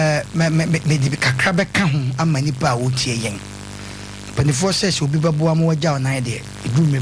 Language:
Akan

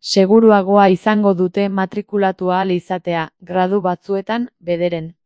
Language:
Basque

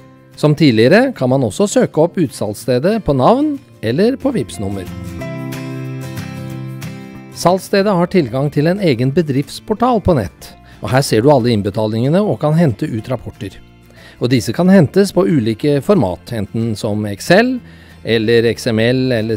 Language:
Norwegian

